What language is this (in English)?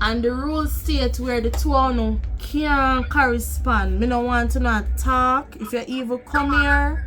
Jamaican Creole English